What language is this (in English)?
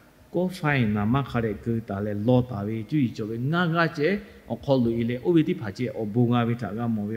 Lahu